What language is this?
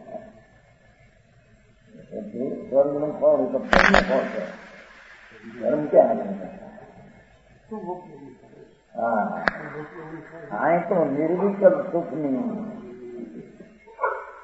Gujarati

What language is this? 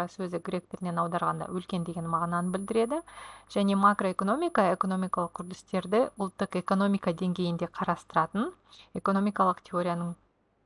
Kazakh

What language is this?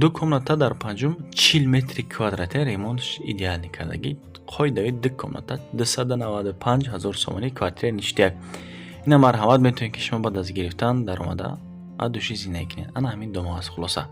Tajik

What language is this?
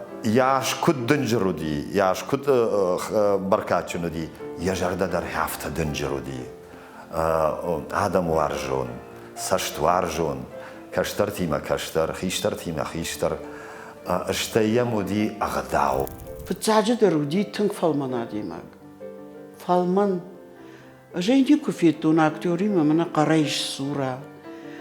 Ossetic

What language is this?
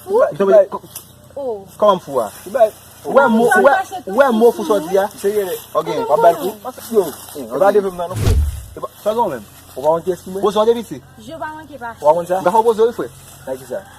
Haitian Creole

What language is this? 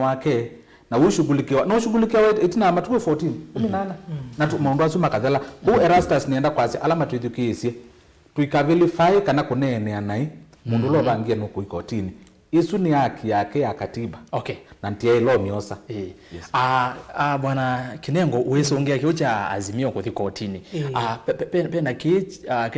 Kamba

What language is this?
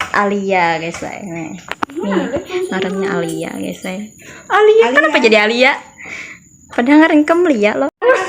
Banjar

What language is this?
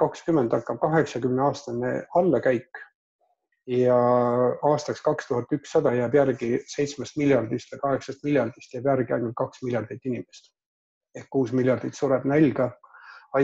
Estonian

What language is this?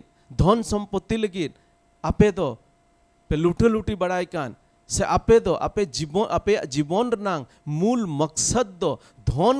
Santali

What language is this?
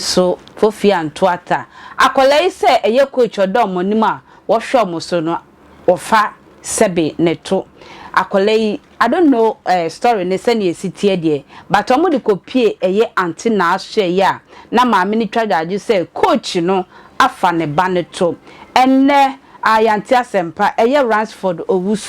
Akan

